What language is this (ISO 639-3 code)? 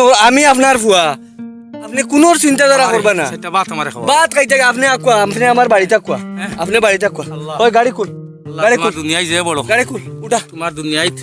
syl